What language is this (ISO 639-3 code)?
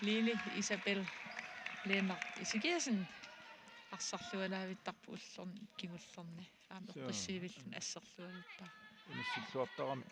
kal